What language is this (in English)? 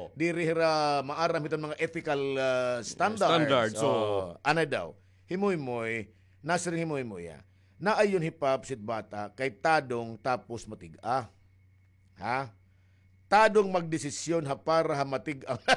Waray